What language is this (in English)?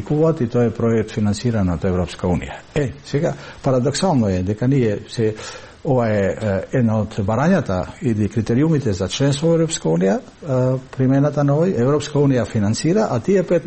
Macedonian